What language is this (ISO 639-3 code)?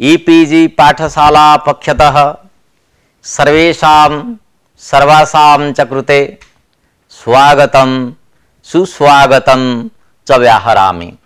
san